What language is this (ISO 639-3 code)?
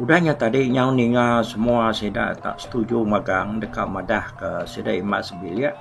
iba